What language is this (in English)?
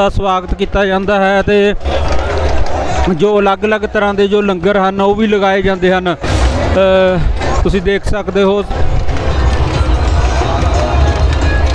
Punjabi